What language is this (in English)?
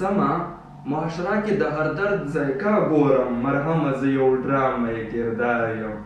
Pashto